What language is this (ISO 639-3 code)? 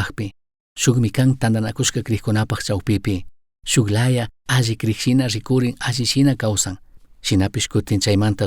qug